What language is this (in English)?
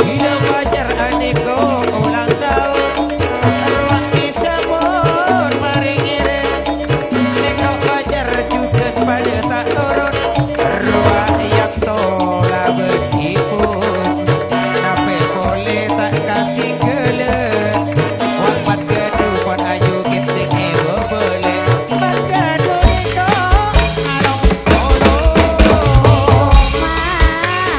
Madurese